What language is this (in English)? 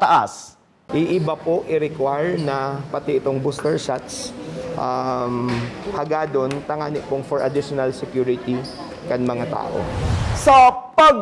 Bikol